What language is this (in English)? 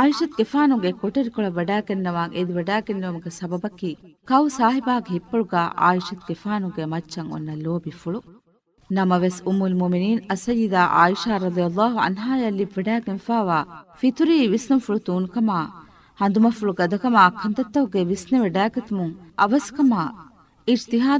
Divehi